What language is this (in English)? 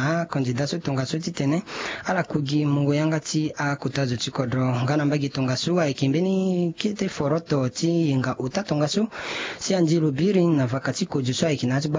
Sango